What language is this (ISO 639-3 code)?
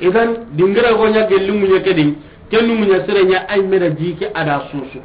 snk